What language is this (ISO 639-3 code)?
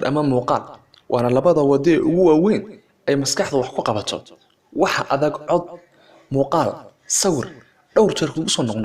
som